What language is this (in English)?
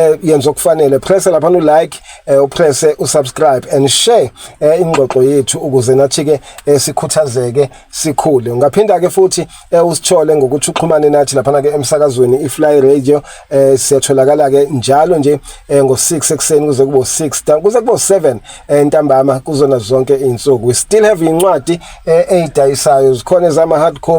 Zulu